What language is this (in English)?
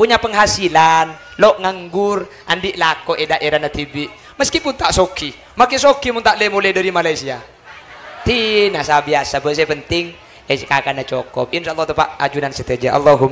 Madurese